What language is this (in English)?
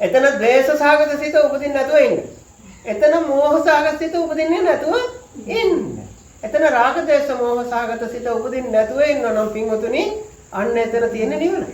Sinhala